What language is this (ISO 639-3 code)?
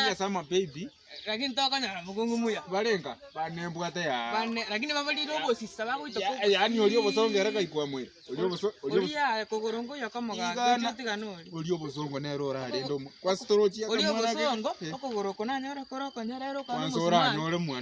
guz